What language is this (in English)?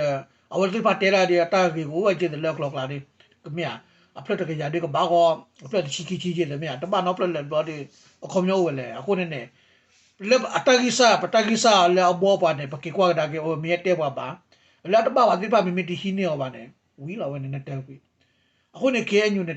S'gaw Karen